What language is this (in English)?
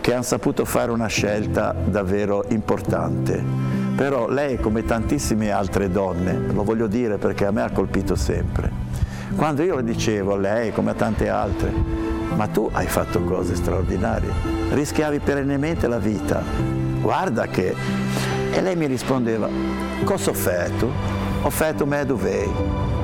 Italian